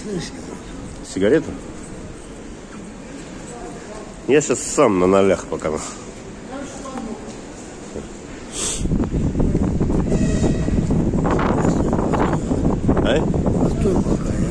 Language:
Russian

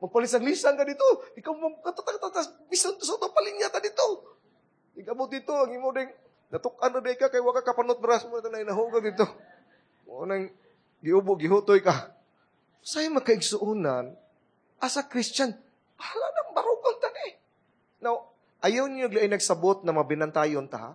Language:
Cebuano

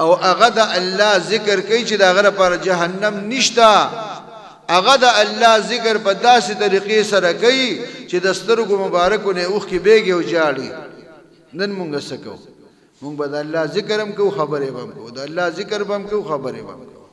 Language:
Pashto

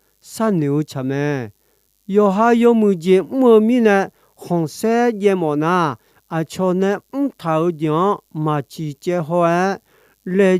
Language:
Akha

